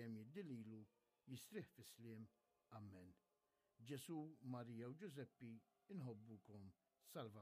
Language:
Maltese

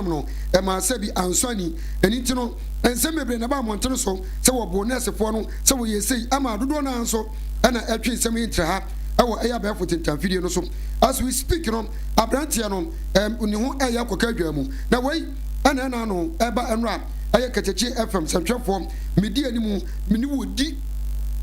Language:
Akan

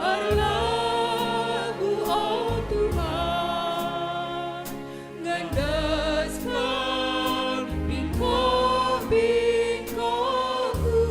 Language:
Batak Karo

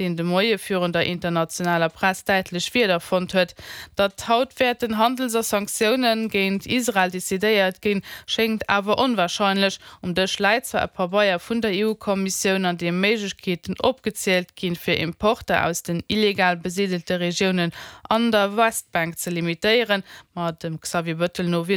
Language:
Luxembourgish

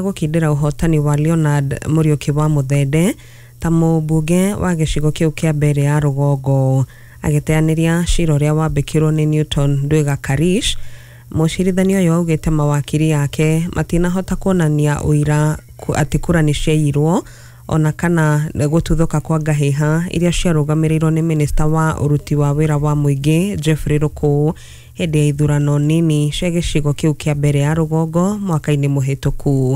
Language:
Kikuyu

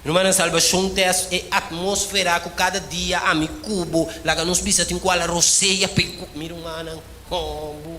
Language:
Papiamento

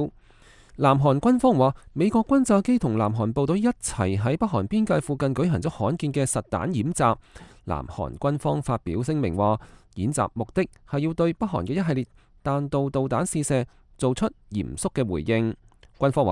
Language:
Cantonese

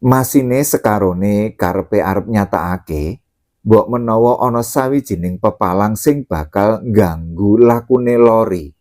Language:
Javanese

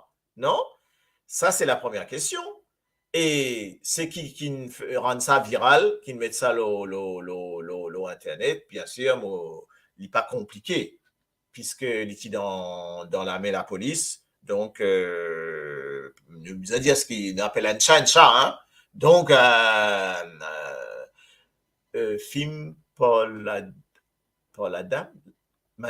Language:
Morisyen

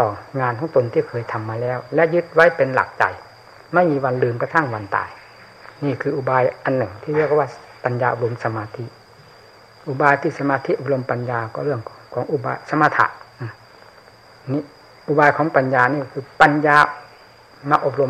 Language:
Thai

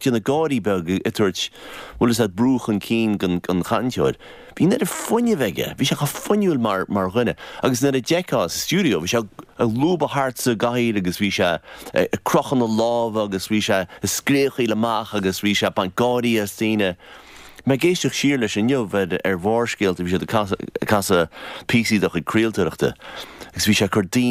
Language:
Irish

